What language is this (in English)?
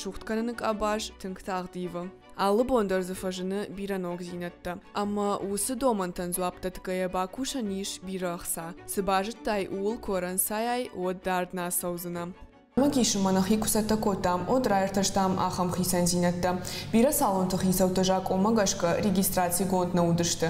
Ossetic